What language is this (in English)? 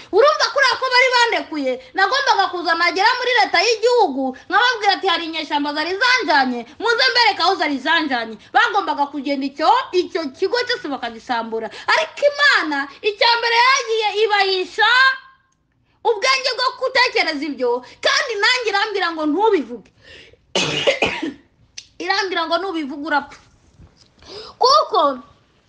Kinyarwanda